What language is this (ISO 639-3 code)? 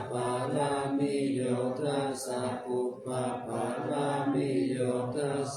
pli